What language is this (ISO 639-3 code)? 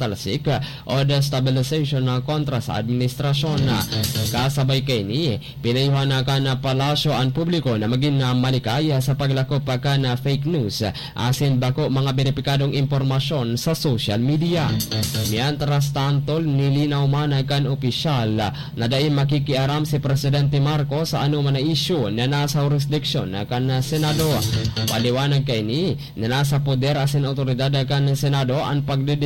bik